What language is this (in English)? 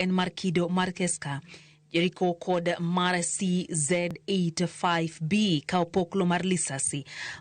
Luo (Kenya and Tanzania)